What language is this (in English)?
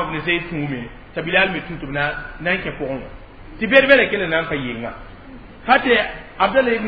Mossi